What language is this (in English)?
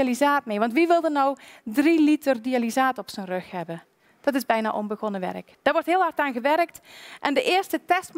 Dutch